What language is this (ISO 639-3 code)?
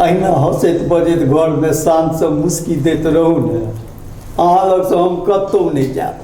mai